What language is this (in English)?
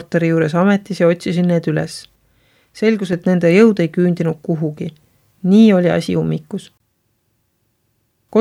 Estonian